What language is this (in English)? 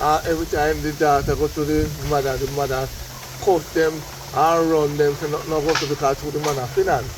Jamaican Creole English